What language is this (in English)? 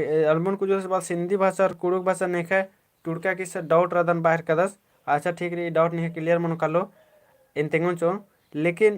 Kurukh